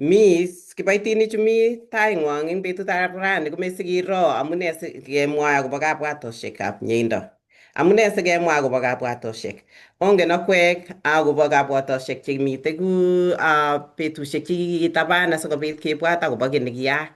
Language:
Kalenjin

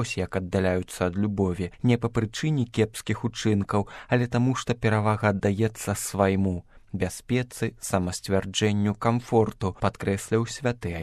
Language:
Belarusian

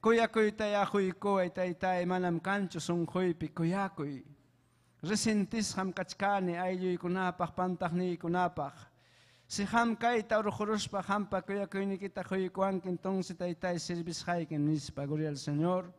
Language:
Ayacucho Quechua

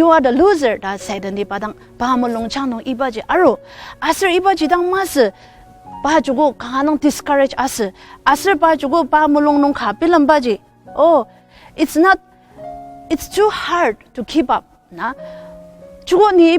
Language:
Ao Naga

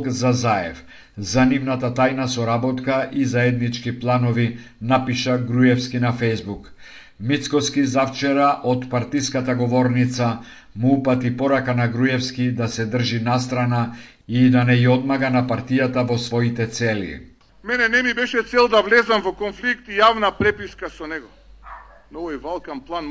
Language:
Macedonian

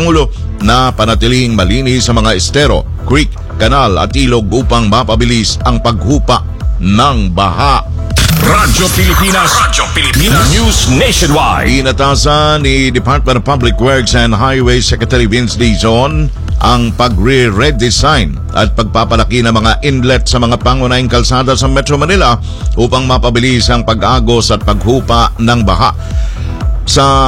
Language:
Filipino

